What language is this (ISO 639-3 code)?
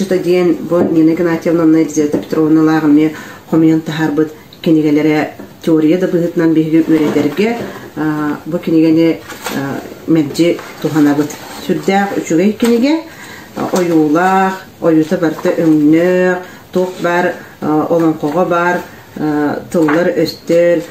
sah